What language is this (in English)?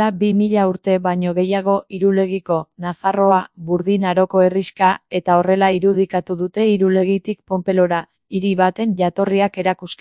Basque